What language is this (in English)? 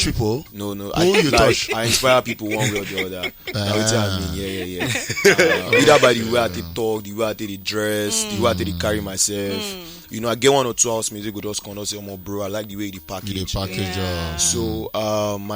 Nigerian Pidgin